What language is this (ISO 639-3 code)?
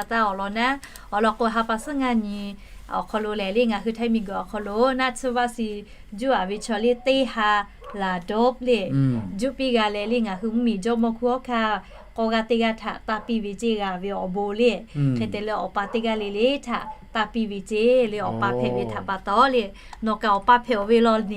lhu